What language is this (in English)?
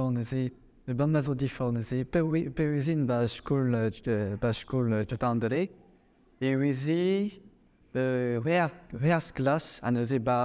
Breton